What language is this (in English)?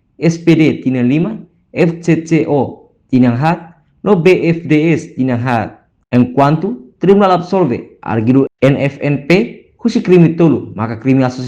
Tetum